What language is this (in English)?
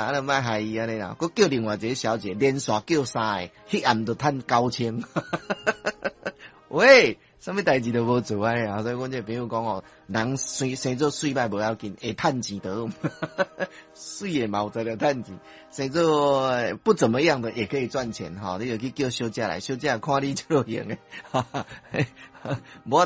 Min Nan Chinese